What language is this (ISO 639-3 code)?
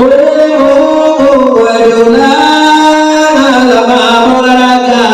min